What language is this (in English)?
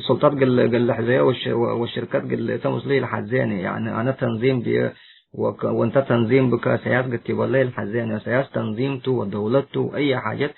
Tigre